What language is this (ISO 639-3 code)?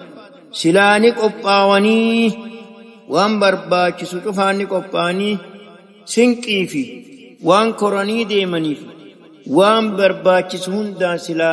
orm